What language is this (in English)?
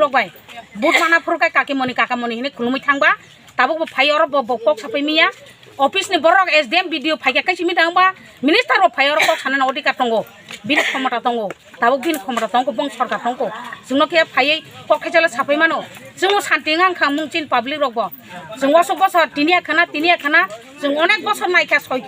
Kok Borok